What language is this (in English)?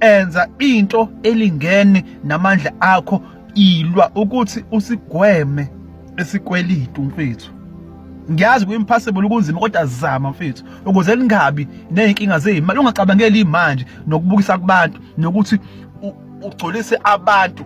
Zulu